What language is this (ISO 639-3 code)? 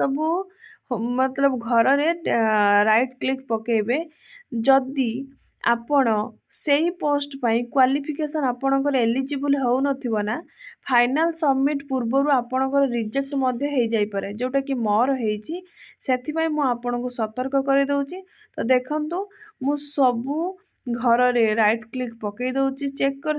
ori